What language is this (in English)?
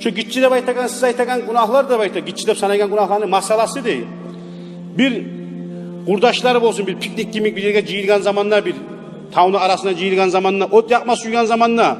Kumyk